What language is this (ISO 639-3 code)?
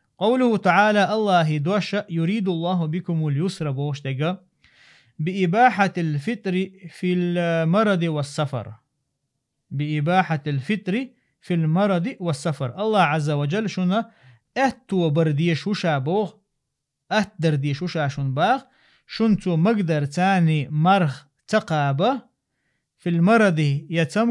che